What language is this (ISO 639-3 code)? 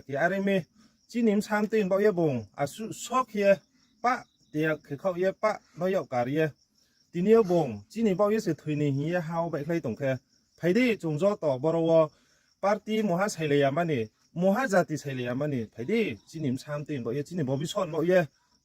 ria